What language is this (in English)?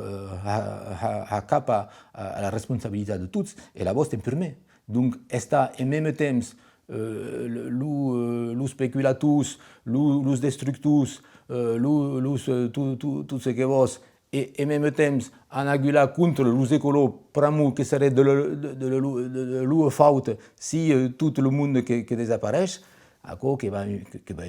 Occitan